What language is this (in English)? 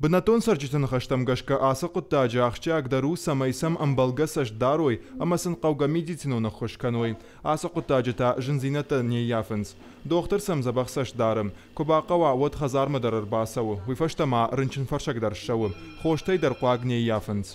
Ossetic